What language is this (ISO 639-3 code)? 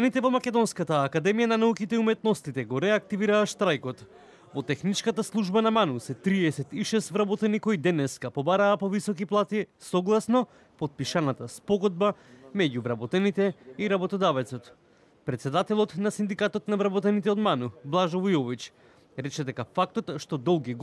mkd